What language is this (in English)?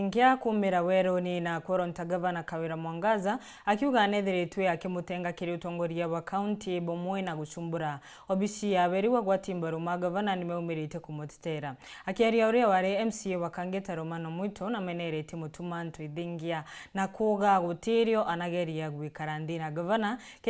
Meru